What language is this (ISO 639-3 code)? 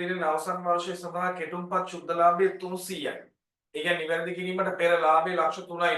sin